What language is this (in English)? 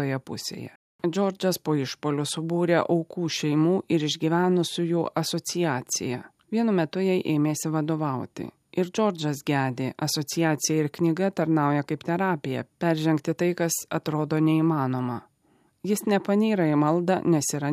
Lithuanian